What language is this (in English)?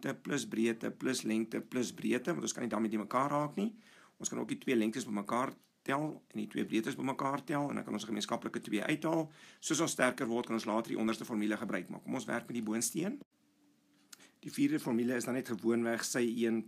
Afrikaans